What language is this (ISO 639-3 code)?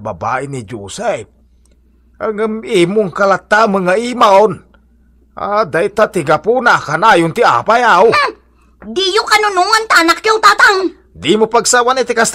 ilo